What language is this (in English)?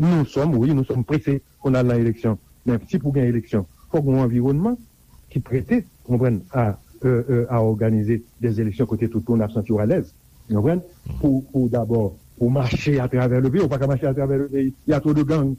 Haitian Creole